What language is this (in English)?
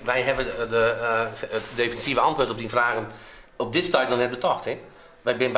Western Frisian